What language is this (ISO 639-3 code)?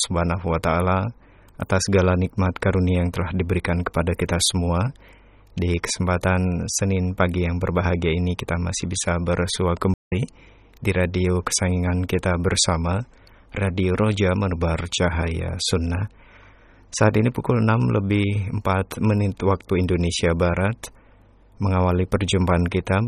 ind